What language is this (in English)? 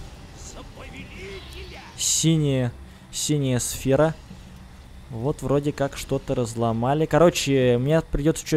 Russian